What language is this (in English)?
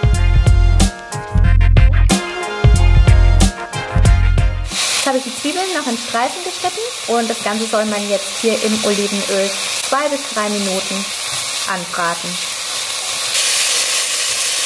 German